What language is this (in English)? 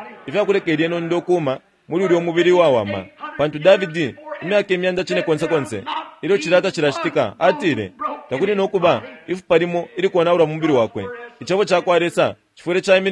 Bemba